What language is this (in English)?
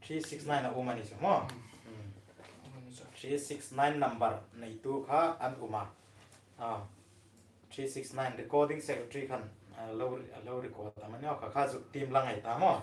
Hmar